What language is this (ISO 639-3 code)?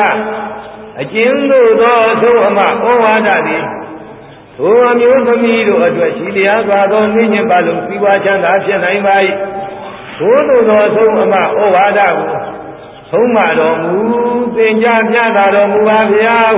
mya